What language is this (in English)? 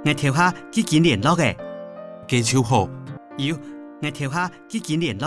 Hakka Chinese